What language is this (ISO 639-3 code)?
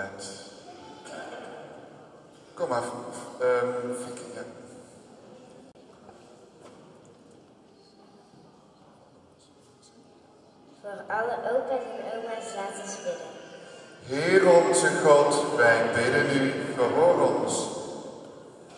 nld